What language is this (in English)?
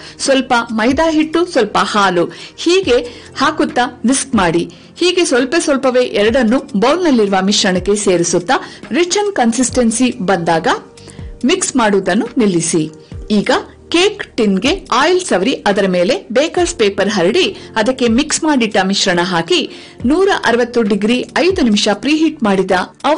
Kannada